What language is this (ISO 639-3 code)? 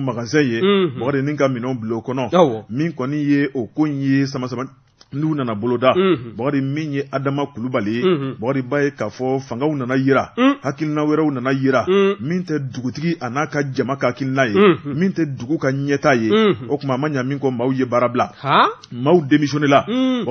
bam